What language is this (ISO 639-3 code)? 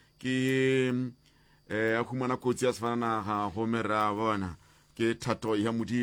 nso